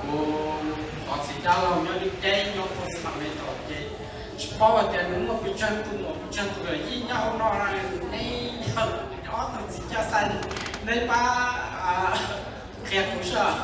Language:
Hmong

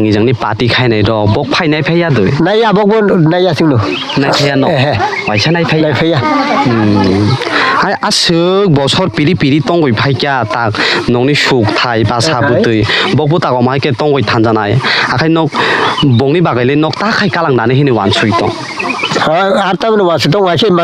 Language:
Kok Borok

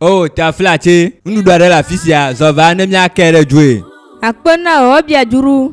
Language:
Ewe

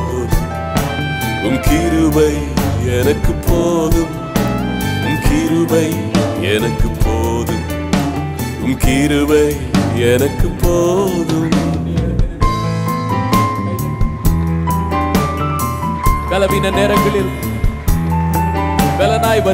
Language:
Tamil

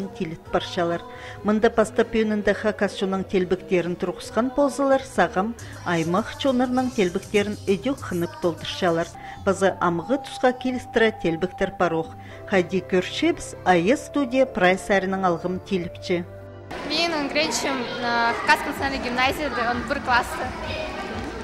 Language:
Khakas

